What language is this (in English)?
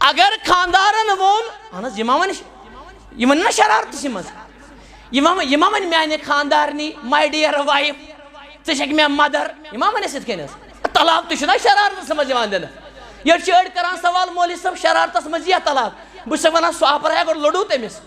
Kashmiri